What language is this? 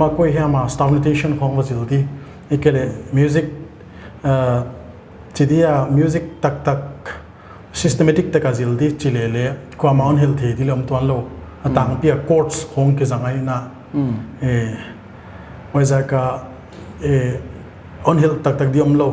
Paite Chin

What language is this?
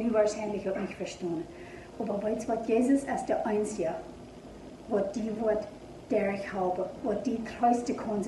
Plautdietsch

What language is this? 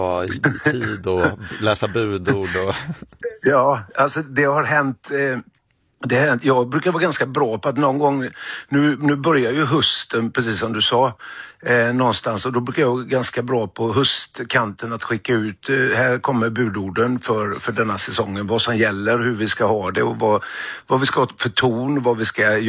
Swedish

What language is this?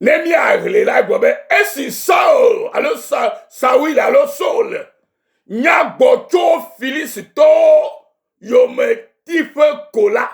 Ewe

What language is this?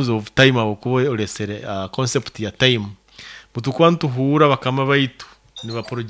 Nyoro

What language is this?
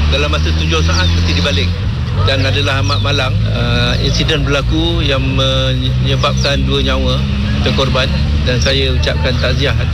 Malay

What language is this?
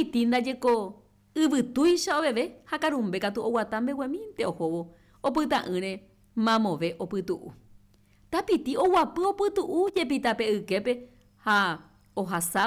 Guarani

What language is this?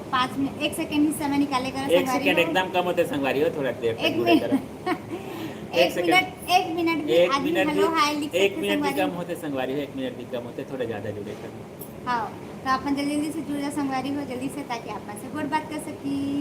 Chhattisgarhi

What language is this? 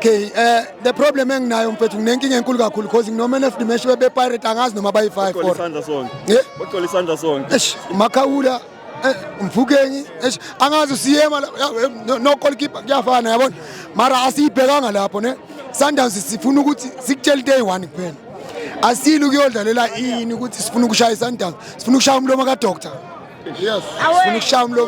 Zulu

